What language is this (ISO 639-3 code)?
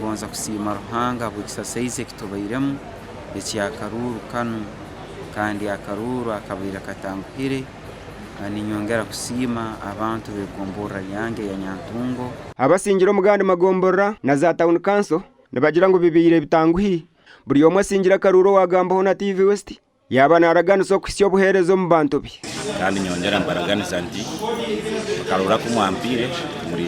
nyn